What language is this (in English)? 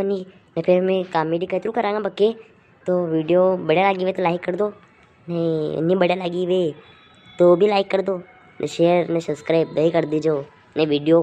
Rajasthani